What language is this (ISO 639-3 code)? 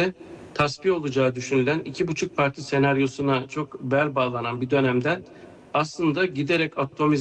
tur